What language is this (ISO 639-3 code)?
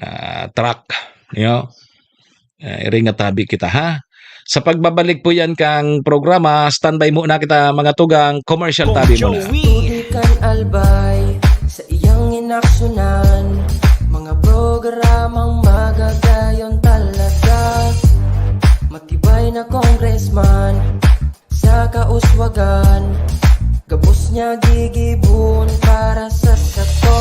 bik